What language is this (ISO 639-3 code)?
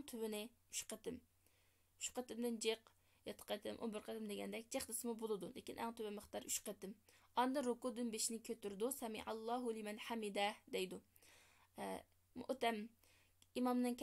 uig